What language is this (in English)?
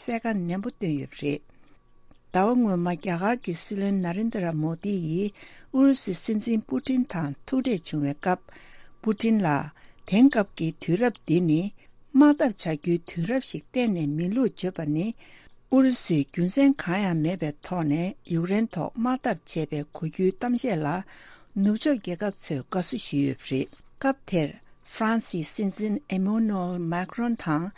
Tibetan